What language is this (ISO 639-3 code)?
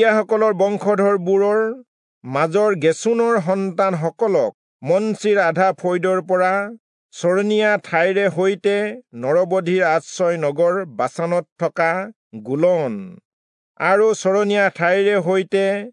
asm